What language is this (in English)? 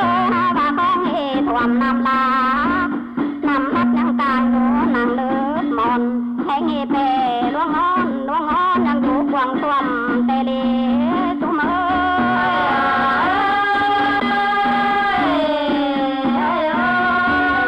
Thai